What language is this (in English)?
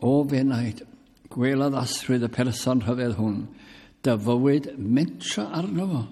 Welsh